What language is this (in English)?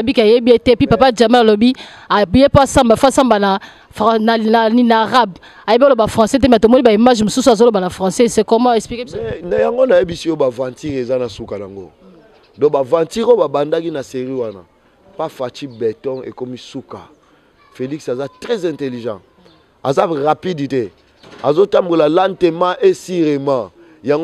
Lingala